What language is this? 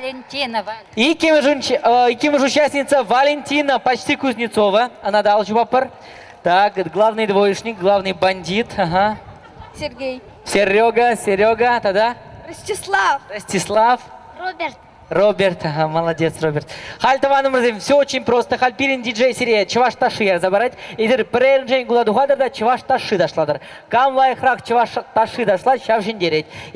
Chuvash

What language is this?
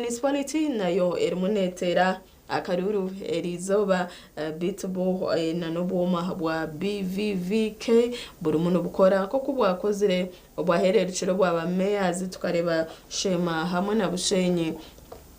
Nyankole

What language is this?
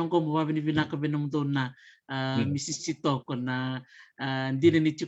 Fijian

